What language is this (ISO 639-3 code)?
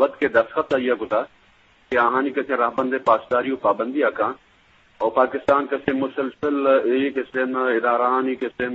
bgp